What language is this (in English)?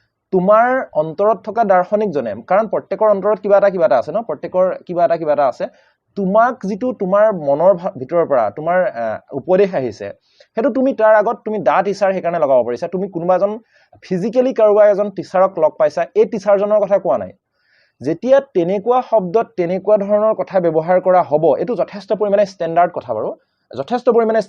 Assamese